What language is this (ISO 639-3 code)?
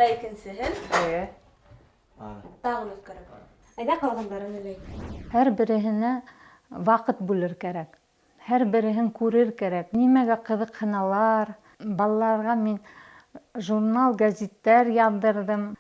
bak